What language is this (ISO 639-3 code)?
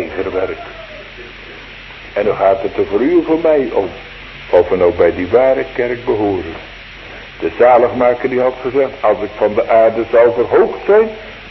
nld